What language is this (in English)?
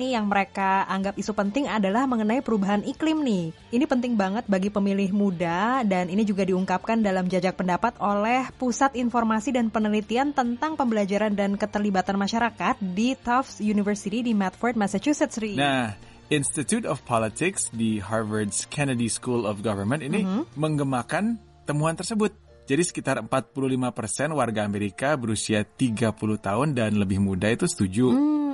Indonesian